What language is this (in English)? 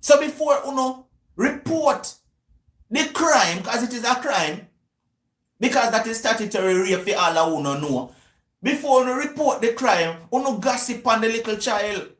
Jamaican Creole English